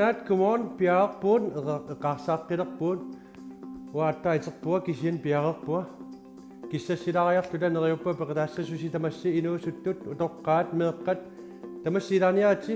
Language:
Kalaallisut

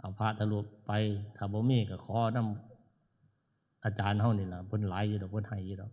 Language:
Northeastern Thai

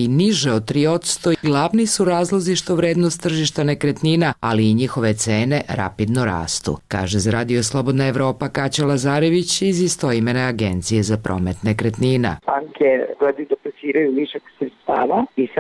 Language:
Serbian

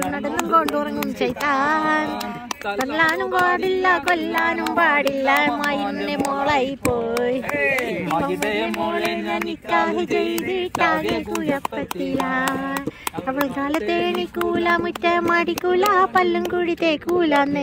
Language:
Malayalam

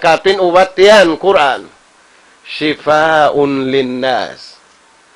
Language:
Tausug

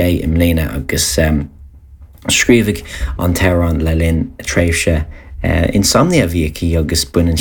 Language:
Irish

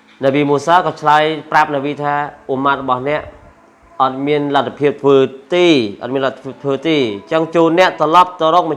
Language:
Khmer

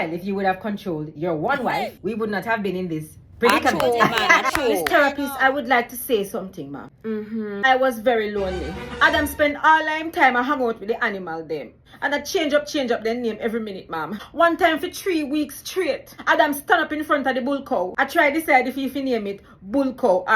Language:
Jamaican Creole English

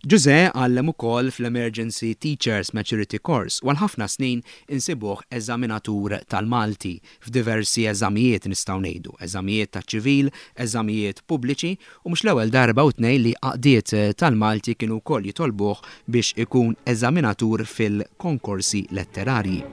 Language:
Maltese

